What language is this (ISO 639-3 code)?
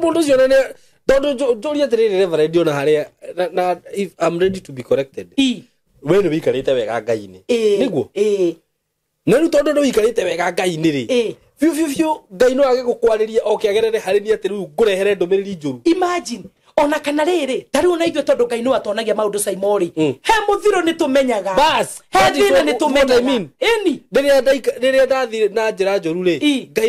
kik